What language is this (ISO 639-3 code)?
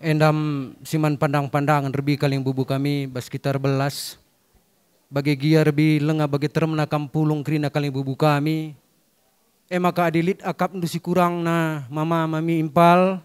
btx